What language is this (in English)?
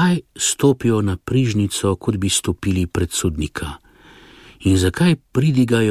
Slovenian